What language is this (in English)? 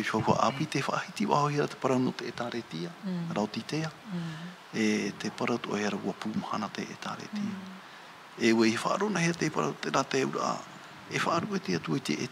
Tahitian